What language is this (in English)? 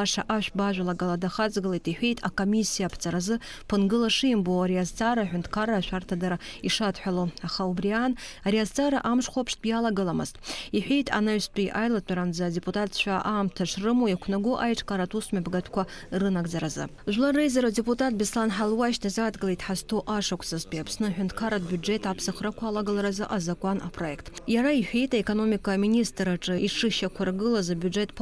Abkhazian